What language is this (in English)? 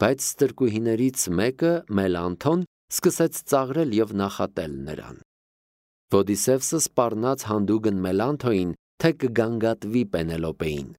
Armenian